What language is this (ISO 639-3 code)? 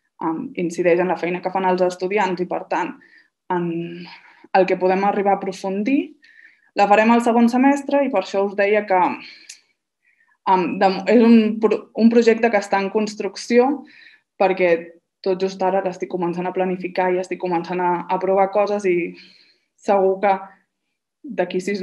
cat